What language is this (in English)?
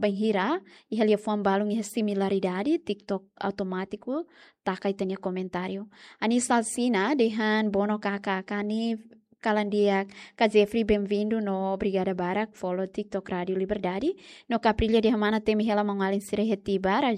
Tetum